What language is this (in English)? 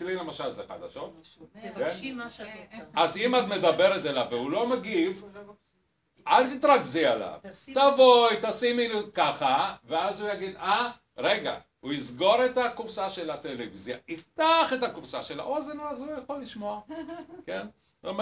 Hebrew